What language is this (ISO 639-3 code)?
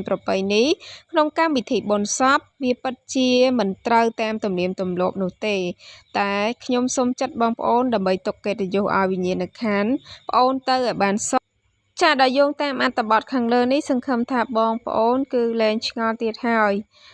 khm